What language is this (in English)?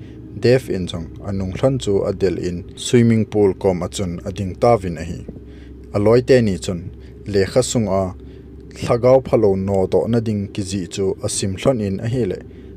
Thado Chin